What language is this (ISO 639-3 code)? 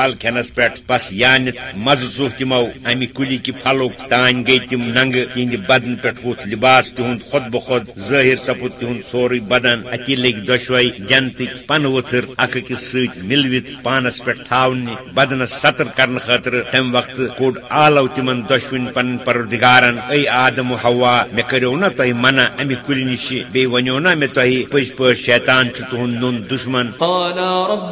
kas